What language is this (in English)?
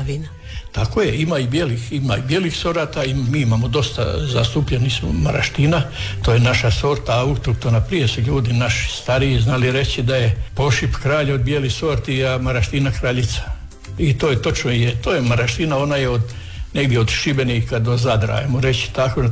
Croatian